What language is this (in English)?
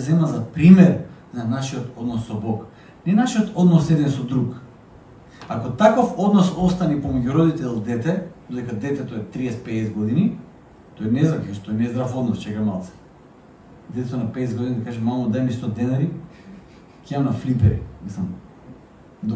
Macedonian